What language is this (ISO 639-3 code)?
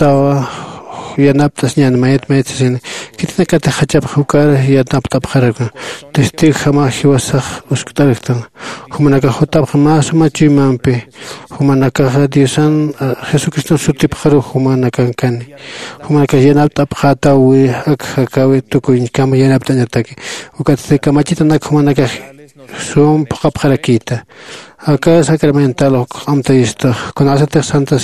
aym